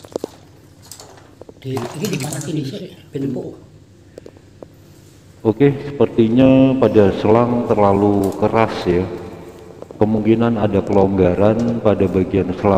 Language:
Indonesian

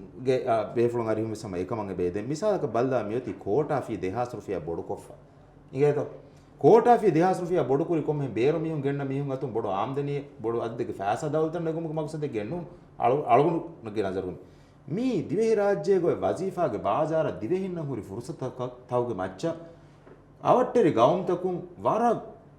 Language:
Divehi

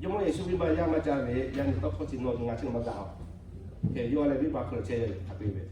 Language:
Lahu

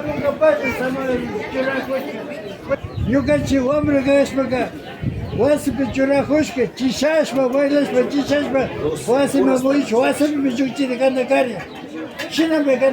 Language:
Imbabura Highland Quichua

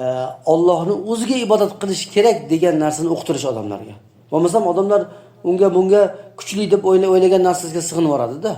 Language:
Uzbek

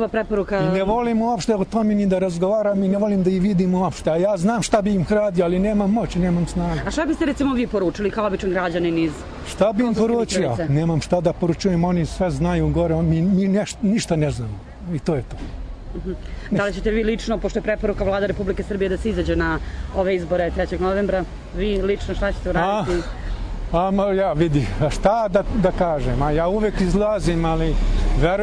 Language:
Serbian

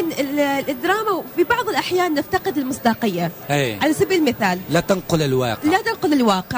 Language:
Tunisian Arabic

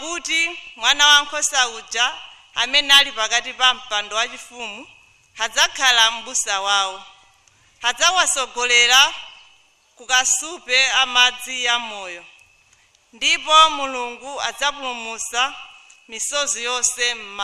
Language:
Nyanja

